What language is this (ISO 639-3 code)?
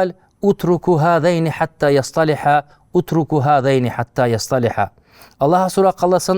ava